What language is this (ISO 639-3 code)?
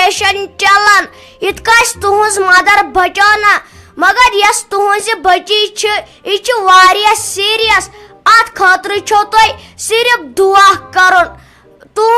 kas